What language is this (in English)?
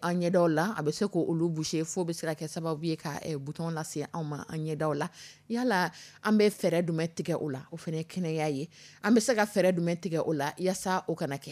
Dyula